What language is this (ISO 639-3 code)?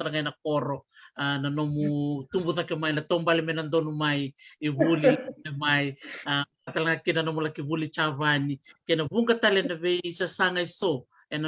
fij